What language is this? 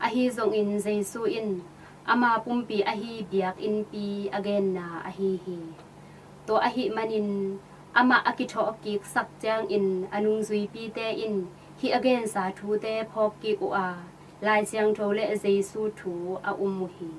Tedim Chin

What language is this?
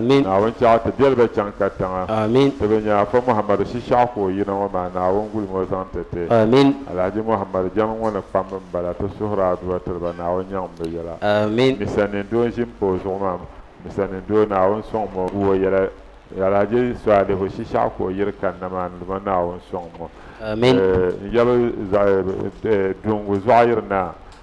Dagbani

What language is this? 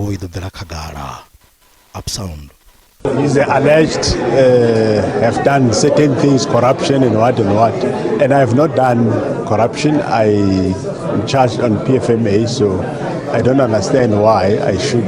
Venda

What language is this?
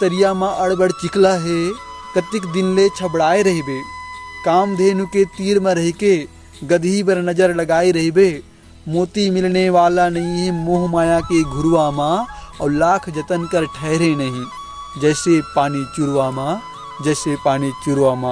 Chhattisgarhi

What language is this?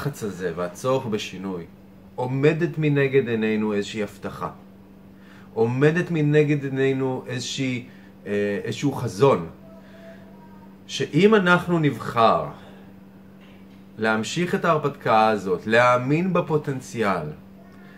Hebrew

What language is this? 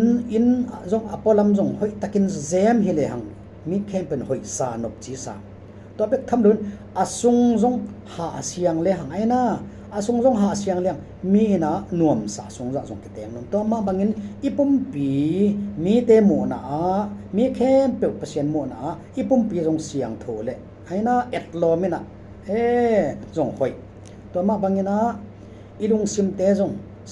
Tedim Chin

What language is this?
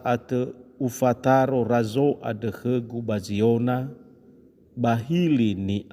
Nias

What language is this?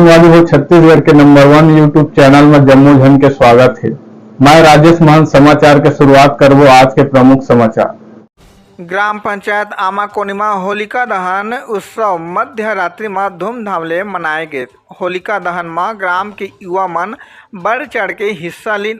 Chhattisgarhi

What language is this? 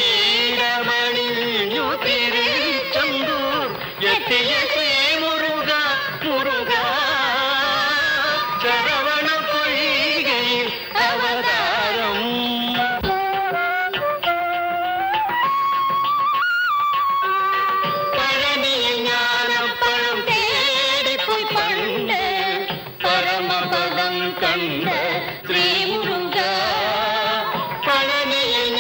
Malayalam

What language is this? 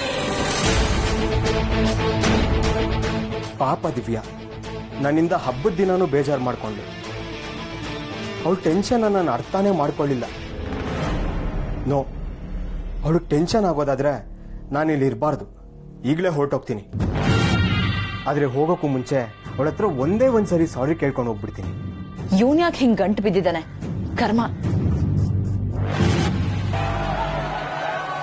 Kannada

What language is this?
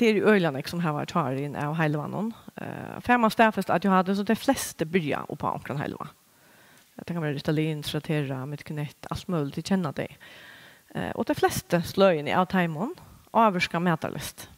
Faroese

